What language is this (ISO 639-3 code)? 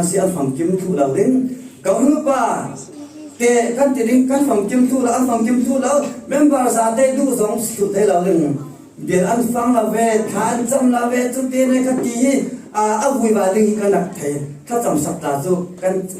cfm